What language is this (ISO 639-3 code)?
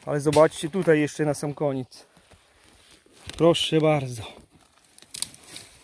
pol